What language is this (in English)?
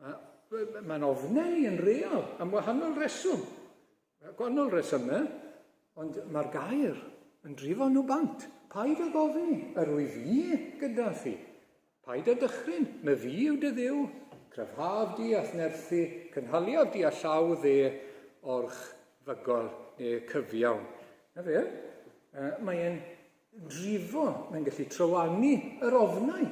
Welsh